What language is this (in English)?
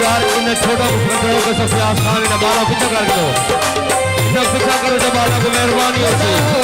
Saraiki